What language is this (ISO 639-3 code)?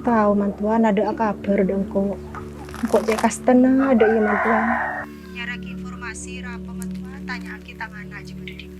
mad